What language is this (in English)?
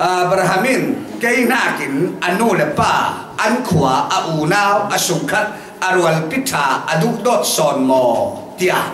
Falam Chin